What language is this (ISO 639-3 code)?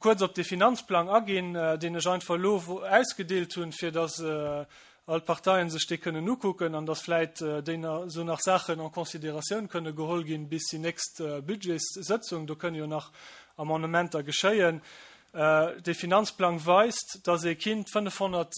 ltz